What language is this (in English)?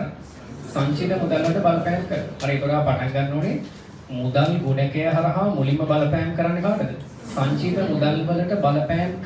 Sinhala